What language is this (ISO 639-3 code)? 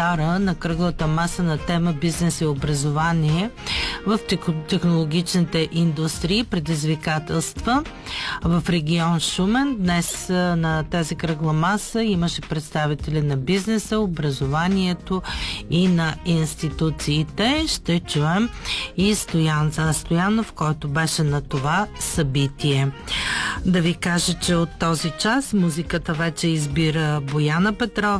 bul